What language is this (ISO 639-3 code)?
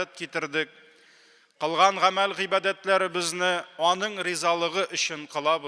tat